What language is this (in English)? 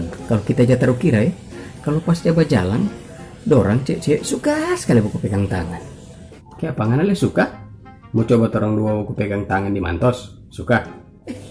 Manado Malay